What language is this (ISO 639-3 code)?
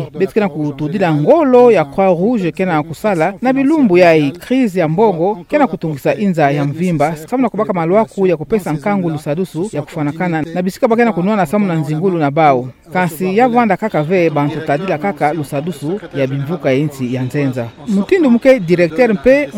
ktu